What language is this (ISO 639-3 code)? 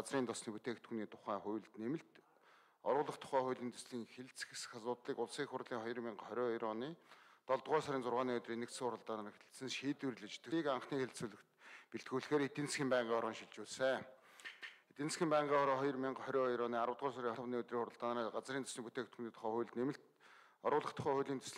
mon